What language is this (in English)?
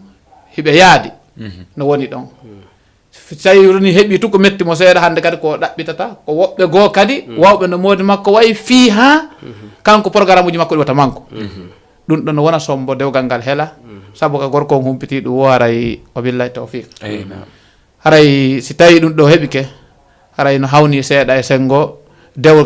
Fula